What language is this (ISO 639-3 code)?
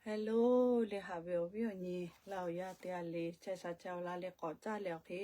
lhu